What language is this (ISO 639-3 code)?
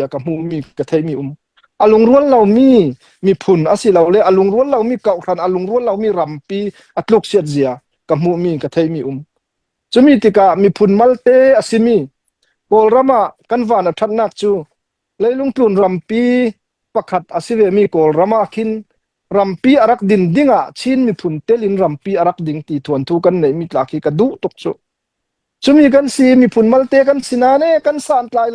cnh